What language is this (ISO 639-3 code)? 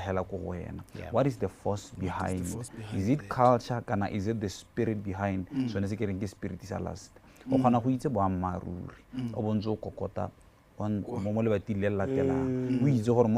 tsn